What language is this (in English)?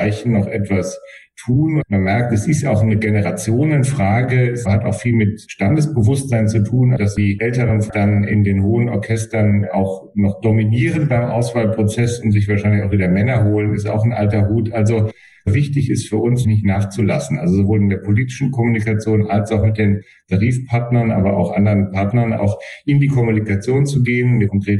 German